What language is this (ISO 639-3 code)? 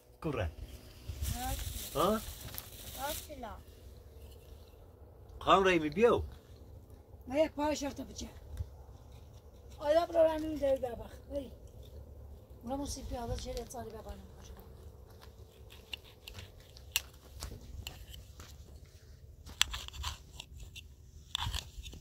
fas